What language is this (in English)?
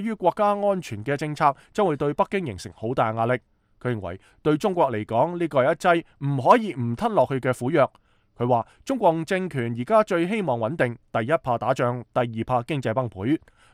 Cantonese